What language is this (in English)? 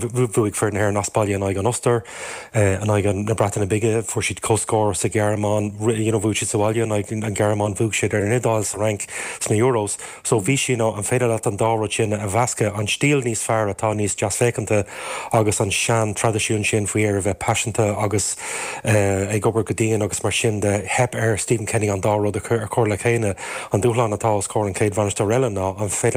Irish